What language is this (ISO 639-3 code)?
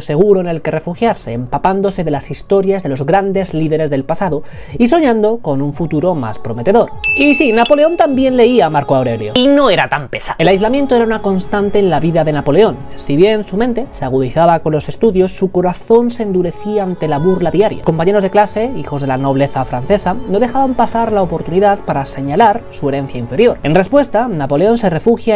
spa